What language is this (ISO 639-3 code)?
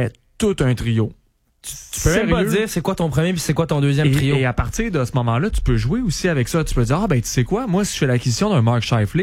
fra